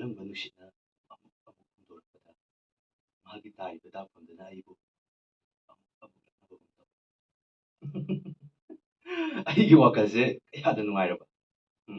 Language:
Manipuri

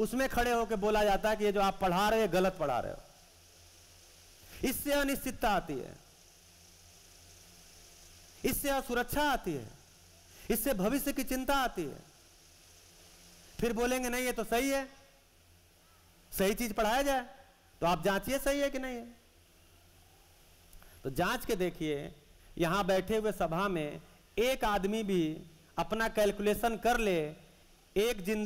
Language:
Hindi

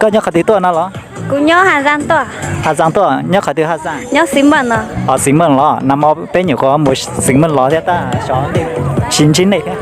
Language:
Hmong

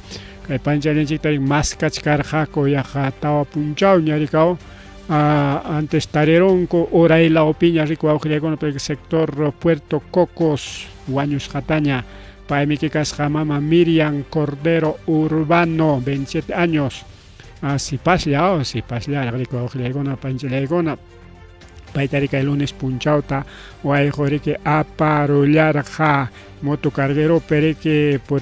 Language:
Ayacucho Quechua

